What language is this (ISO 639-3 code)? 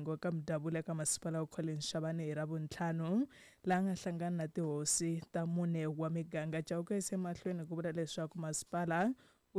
tso